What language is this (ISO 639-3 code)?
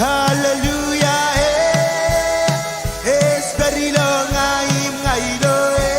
mah